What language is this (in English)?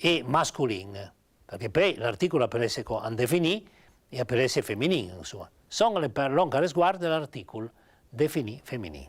Piedmontese